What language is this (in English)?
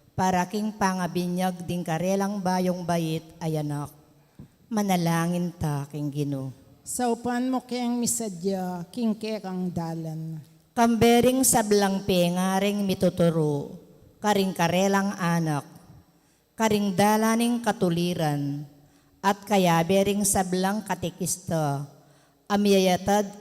Pampanga